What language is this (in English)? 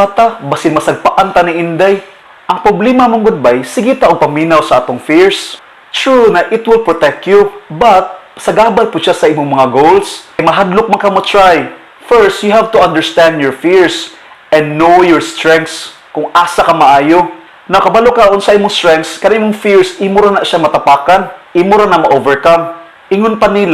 Cebuano